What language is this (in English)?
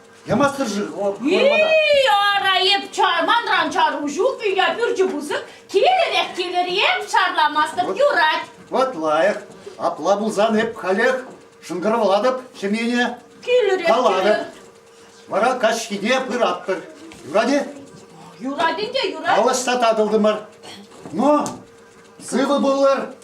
Chuvash